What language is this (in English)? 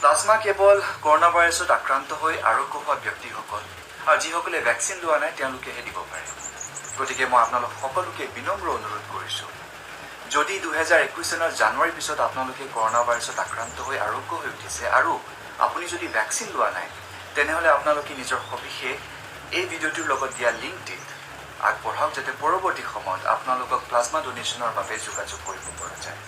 Assamese